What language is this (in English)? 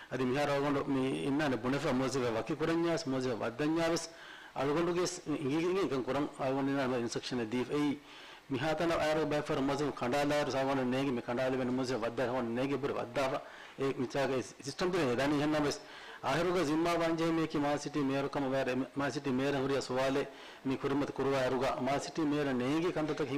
Divehi